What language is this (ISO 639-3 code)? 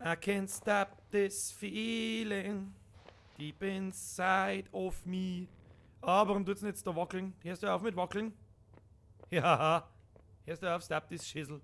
bar